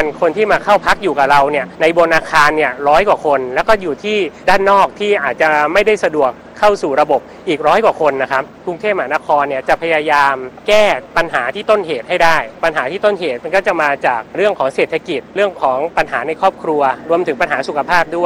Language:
Thai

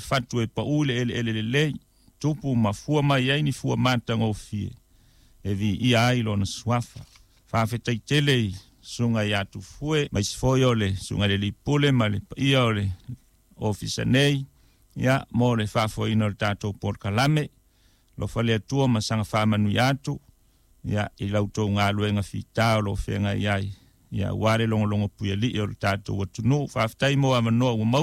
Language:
Samoan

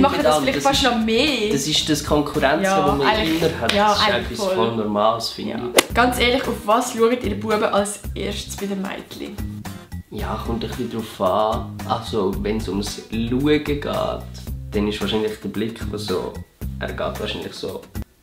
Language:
Swiss German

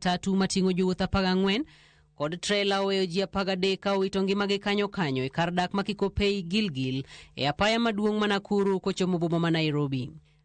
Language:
Luo (Kenya and Tanzania)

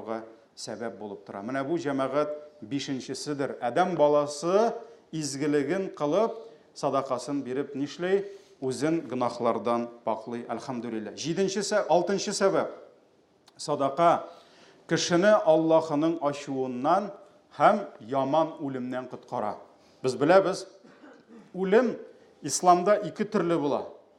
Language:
Tatar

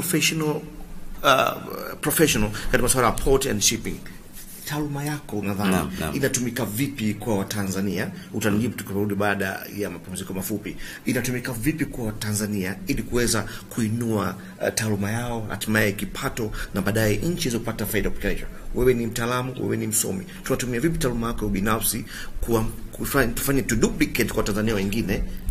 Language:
Swahili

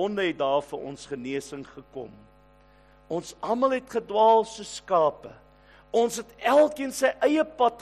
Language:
Afrikaans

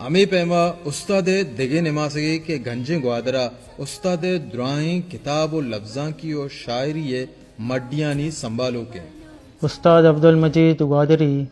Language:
Baluchi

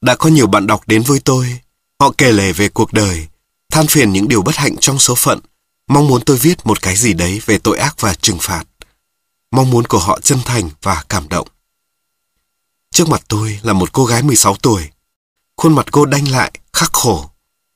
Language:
Vietnamese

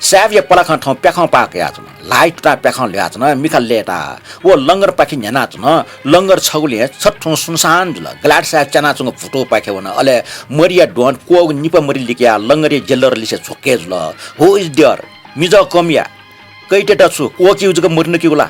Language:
Newari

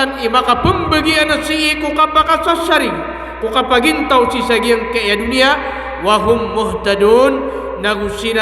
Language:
Maranao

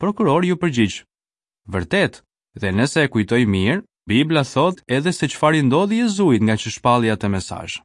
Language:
Albanian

